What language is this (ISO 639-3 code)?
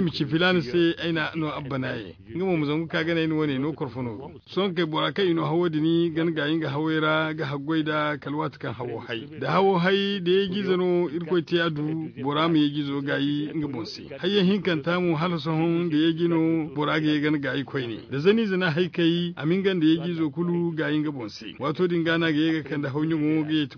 dje